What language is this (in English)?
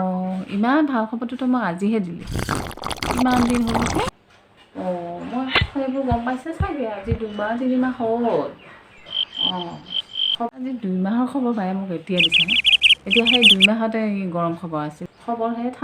Assamese